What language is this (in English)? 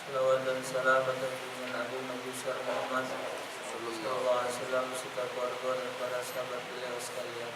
Musi